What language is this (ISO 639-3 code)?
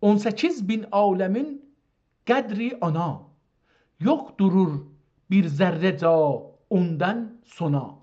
azb